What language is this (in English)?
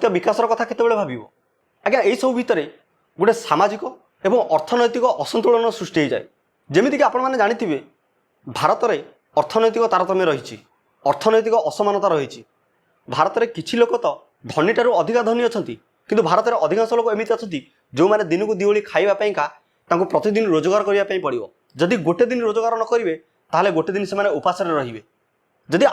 Odia